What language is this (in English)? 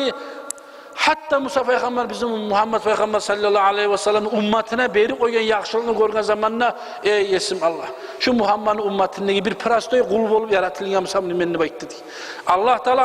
Kumyk